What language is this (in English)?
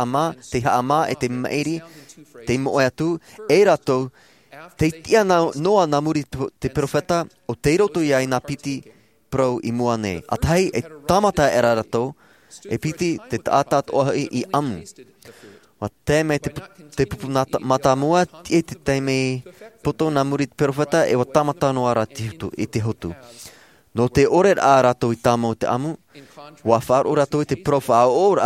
Tahitian